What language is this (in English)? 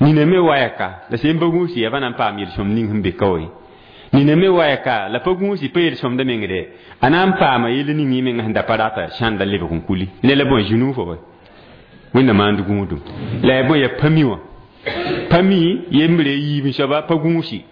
Mossi